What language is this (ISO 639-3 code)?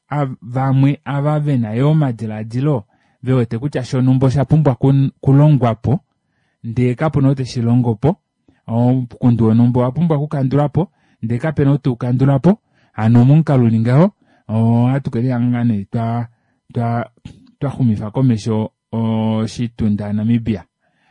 kua